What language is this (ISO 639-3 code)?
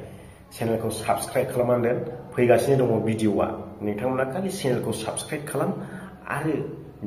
brx